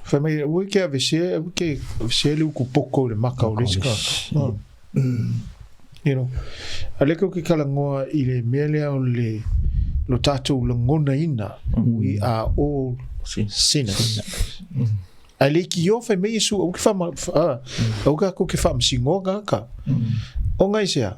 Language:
Samoan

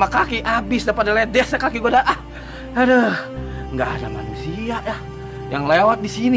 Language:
Betawi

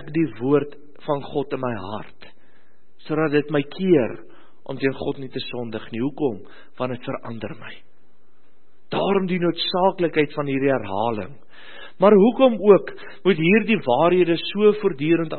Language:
Afrikaans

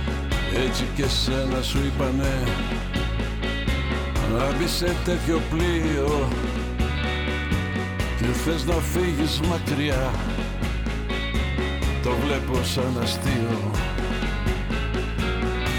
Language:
Greek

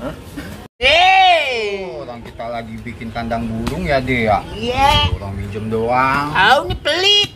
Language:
Betawi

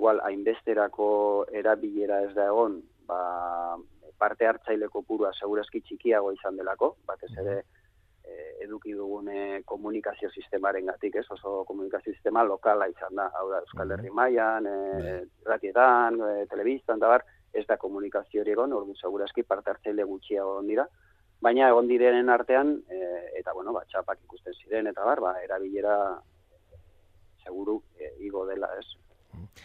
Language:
Basque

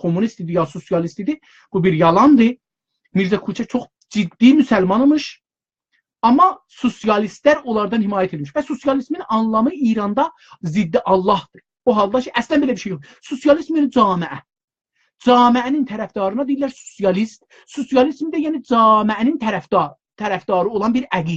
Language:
South Azerbaijani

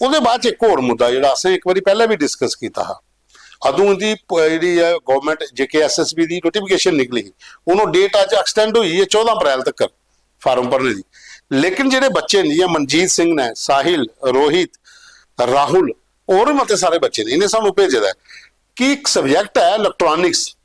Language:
Dogri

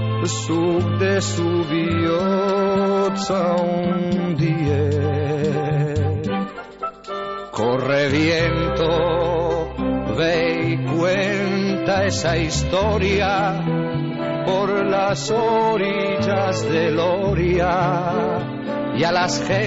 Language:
Basque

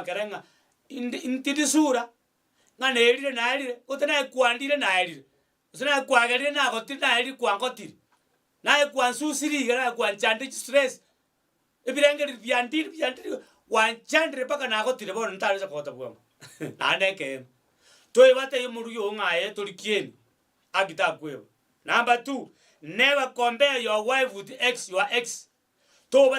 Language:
Gusii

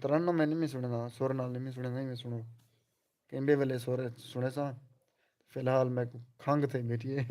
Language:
Saraiki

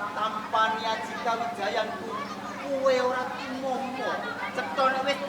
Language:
Javanese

